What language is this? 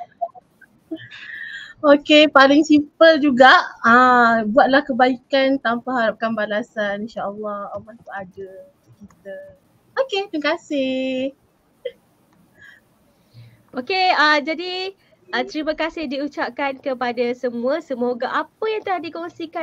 Malay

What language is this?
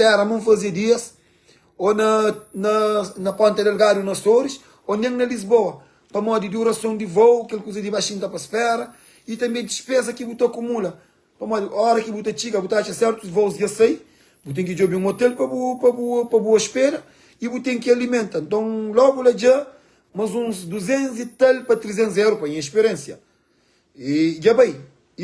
Kabuverdianu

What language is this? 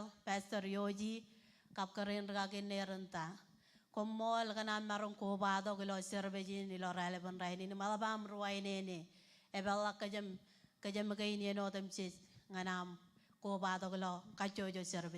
Marshallese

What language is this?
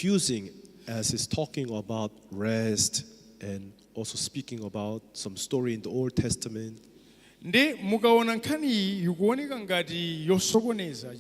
Nyanja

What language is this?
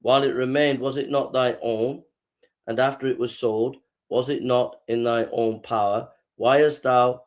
English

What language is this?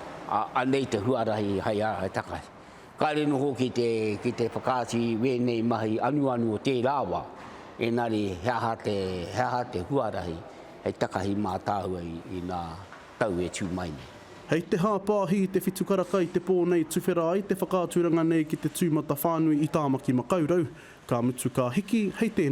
Māori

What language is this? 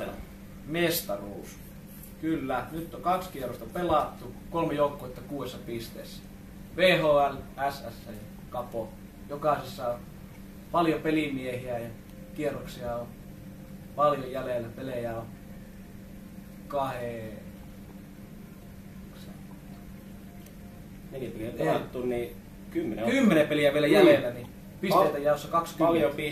Finnish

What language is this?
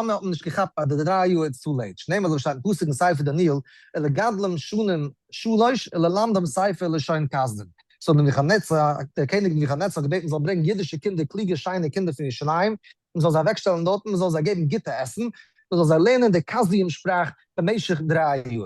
Yiddish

